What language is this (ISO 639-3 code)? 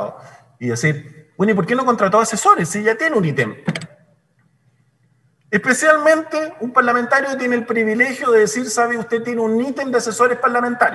spa